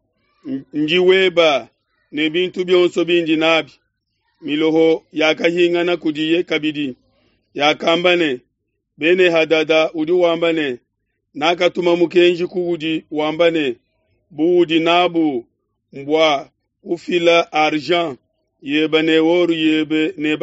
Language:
Luba-Lulua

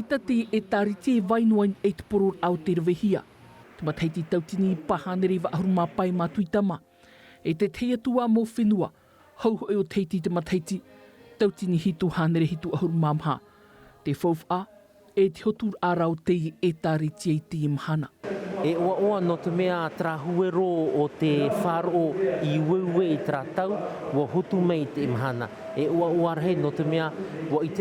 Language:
Tahitian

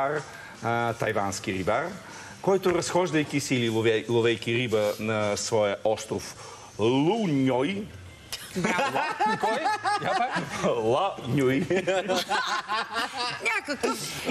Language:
Bulgarian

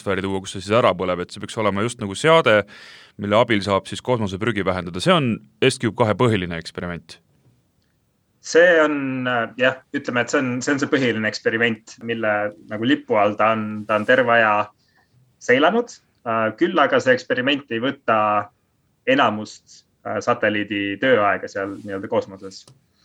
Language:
Estonian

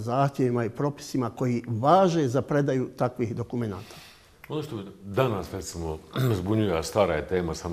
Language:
Bosnian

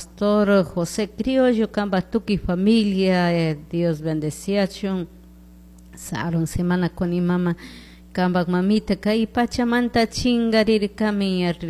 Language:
Chimborazo Highland Quichua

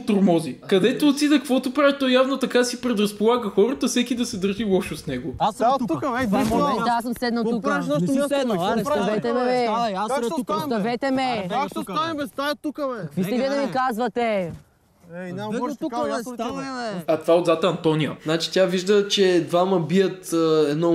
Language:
Bulgarian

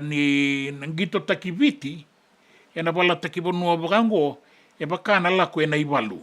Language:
Fijian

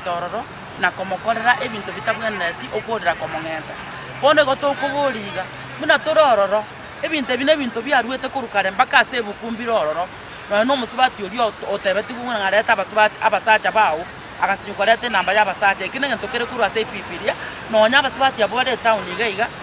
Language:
Gusii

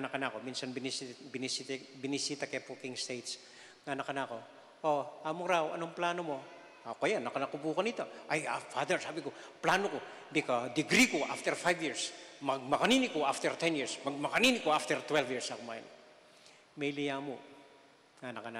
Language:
Pampanga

